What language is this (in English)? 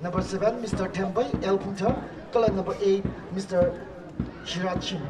Tangkhul Naga (India)